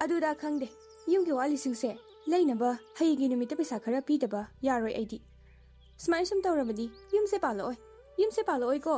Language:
Manipuri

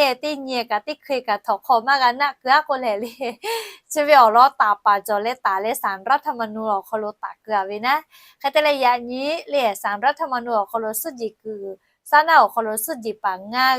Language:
Lahu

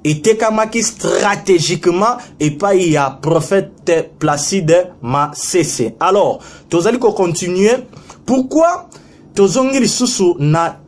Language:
Lingala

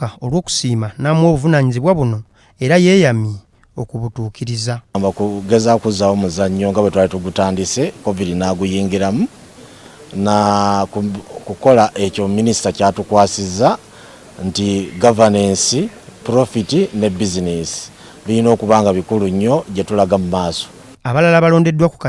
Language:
Ganda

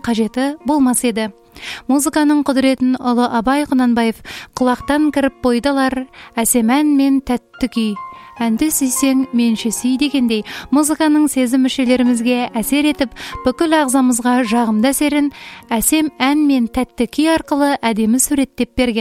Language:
Kazakh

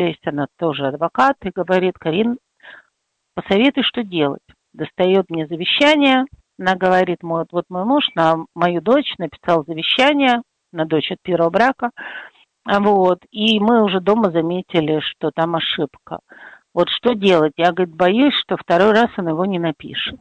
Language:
Russian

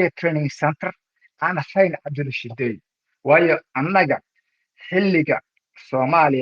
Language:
Somali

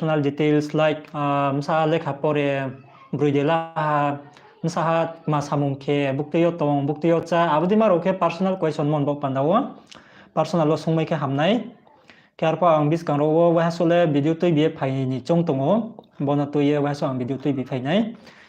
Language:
Riang (India)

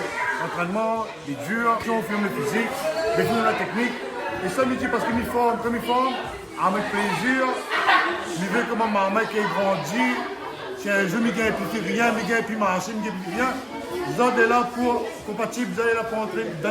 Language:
Réunion Creole French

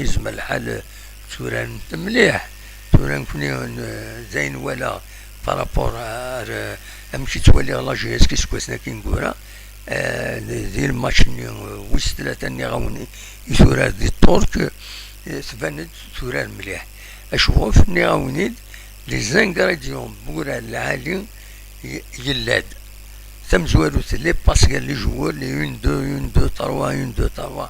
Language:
Kabyle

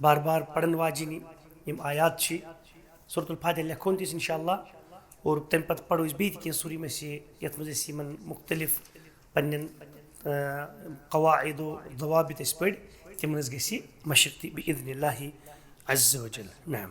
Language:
Kashmiri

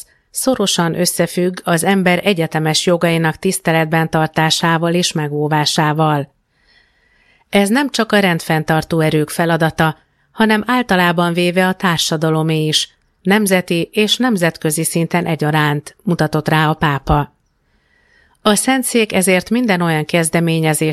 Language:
Hungarian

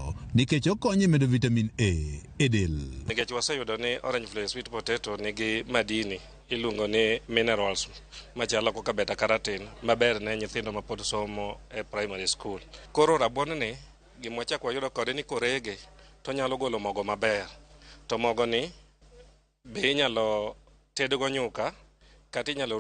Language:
Luo (Kenya and Tanzania)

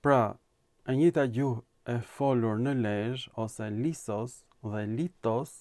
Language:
Albanian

